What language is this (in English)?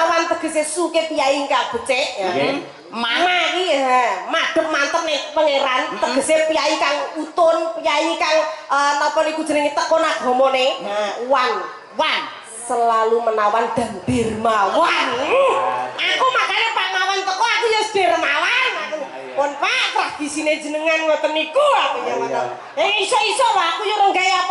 Javanese